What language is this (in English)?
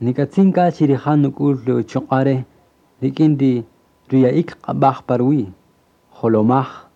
Kaqchikel